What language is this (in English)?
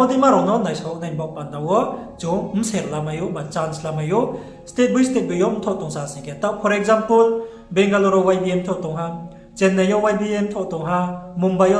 Riang (India)